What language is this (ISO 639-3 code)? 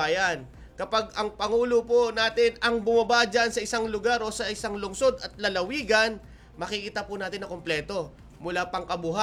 fil